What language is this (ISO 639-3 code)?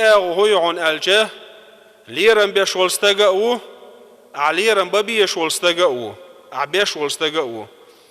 che